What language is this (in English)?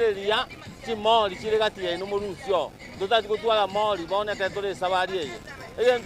Gusii